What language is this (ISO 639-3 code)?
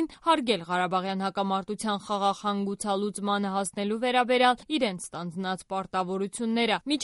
hye